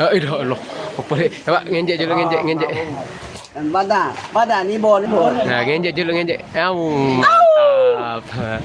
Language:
Sasak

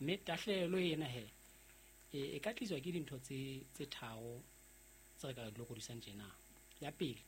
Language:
Southern Sotho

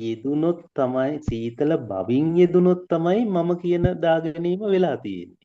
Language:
Sinhala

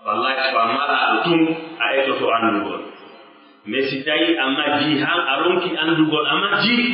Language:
Pular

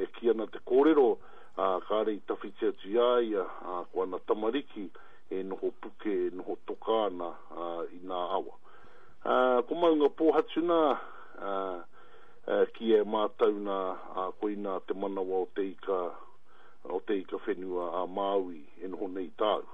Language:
Māori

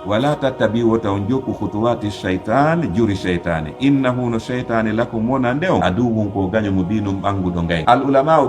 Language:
Fula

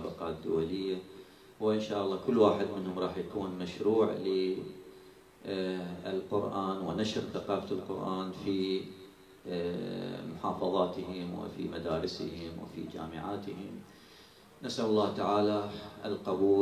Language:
Mesopotamian Arabic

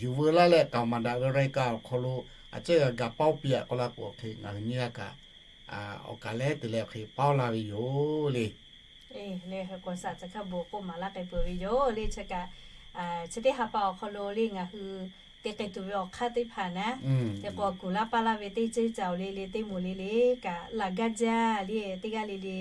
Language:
Lahu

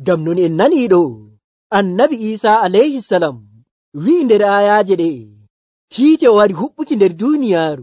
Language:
Nigerian Fulfulde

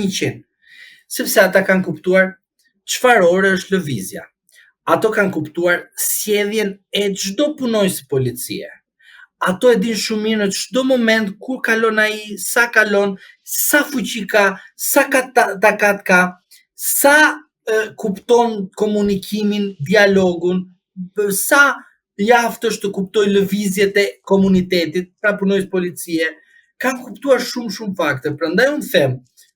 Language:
Albanian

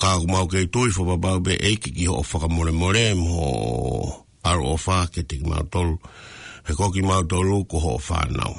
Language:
Tongan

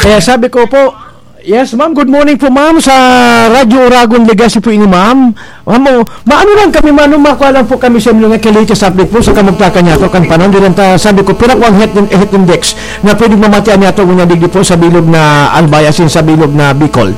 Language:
Bikol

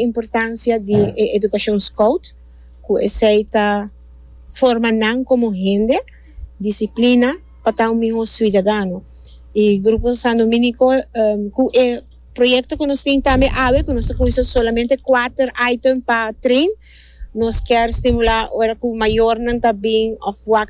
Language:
Papiamento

